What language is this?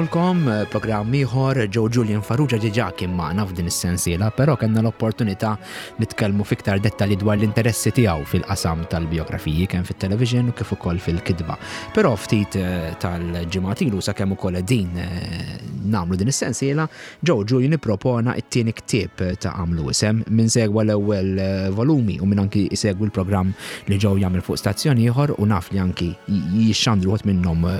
Maltese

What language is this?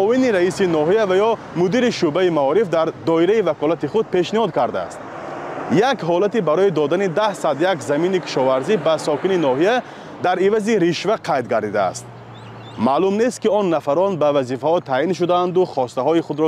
Tajik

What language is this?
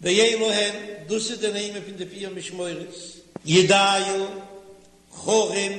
Yiddish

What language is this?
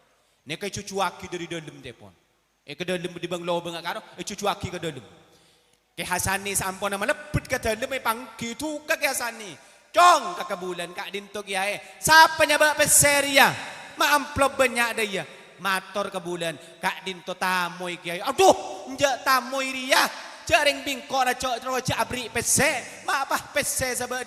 Madurese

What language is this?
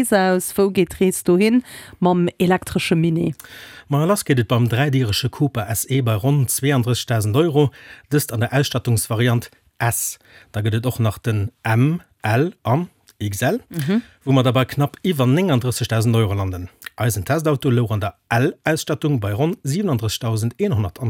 Luxembourgish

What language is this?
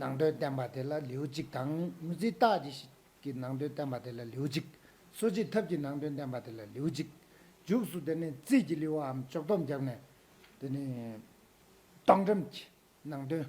Tibetan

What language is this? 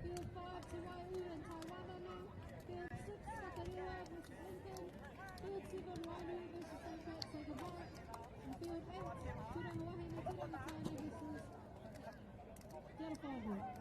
Māori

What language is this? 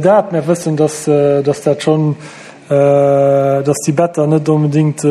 Luxembourgish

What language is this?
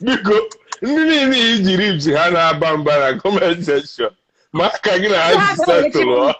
Igbo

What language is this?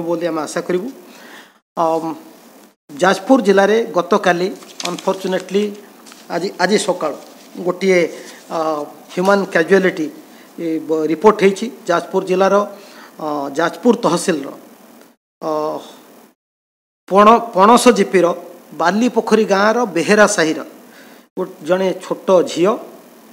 Odia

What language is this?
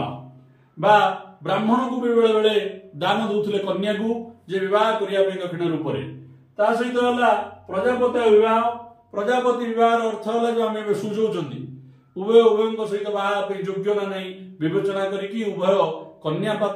Odia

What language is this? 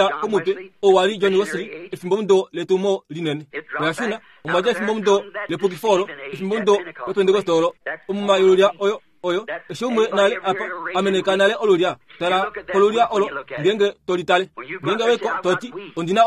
Kuanyama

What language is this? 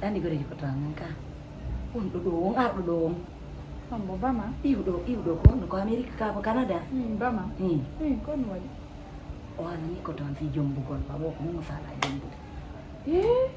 Fula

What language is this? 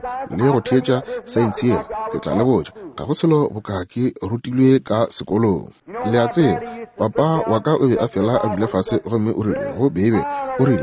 Northern Sotho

